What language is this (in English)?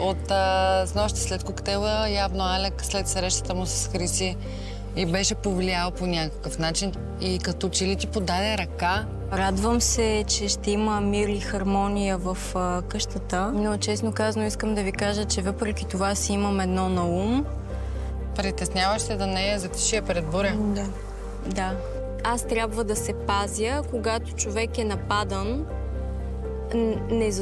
Bulgarian